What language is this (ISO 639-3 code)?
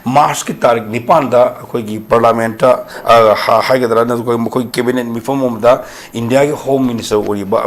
mni